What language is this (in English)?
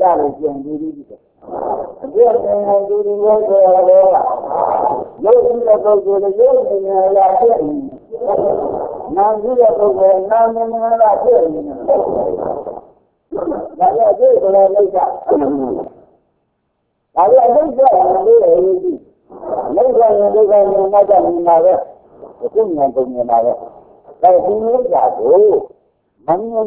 Burmese